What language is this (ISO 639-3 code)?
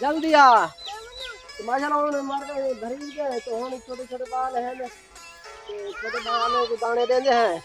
skr